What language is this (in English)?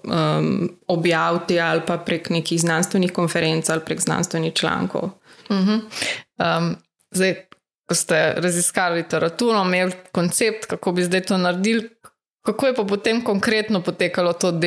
Slovenian